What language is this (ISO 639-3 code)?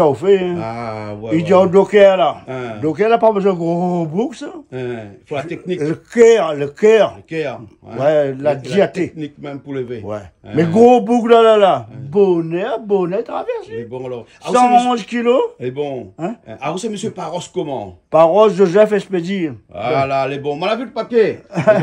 rcf